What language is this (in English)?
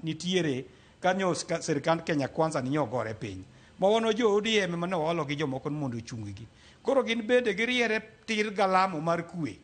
Luo (Kenya and Tanzania)